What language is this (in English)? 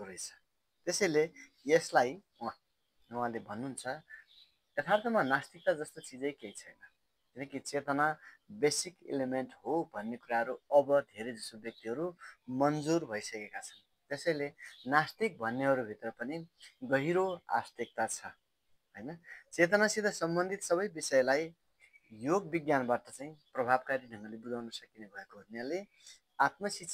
Nepali